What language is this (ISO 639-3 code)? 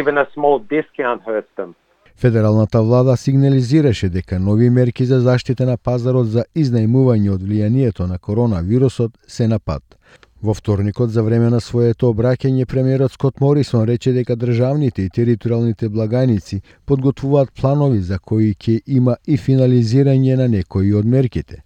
mkd